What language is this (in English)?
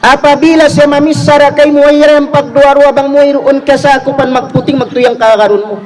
Tausug